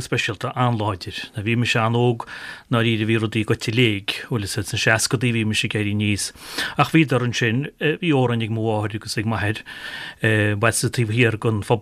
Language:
Irish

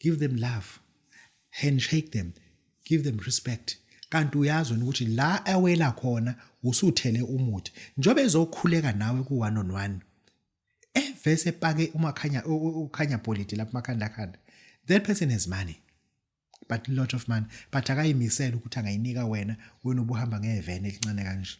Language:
Zulu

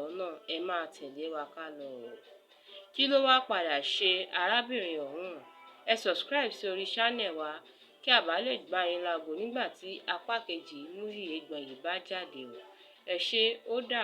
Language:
Yoruba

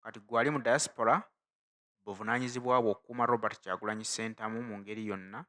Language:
Ganda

